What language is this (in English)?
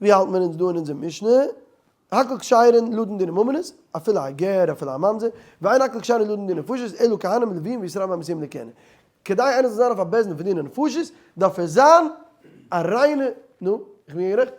Yiddish